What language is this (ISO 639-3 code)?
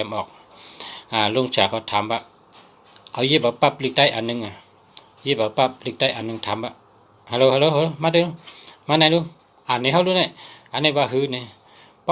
shn